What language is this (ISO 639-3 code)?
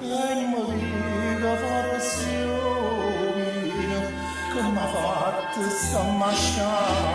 nap